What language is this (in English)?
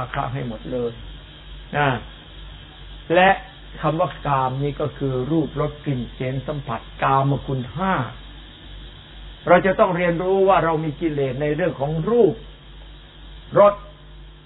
Thai